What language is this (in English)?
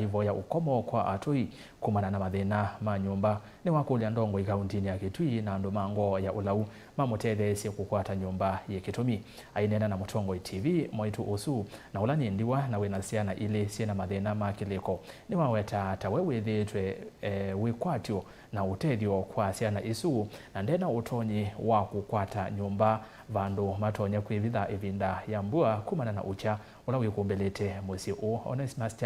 Kamba